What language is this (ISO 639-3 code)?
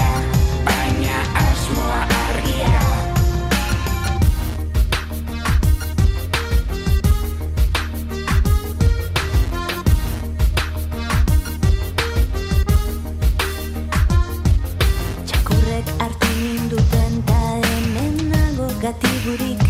eus